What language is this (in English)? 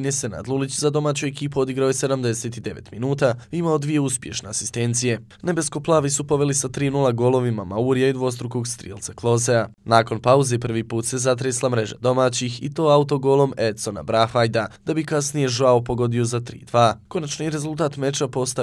Bosnian